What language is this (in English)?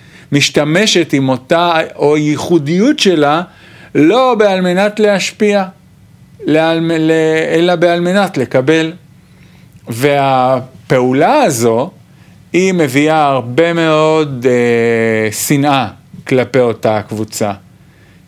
Hebrew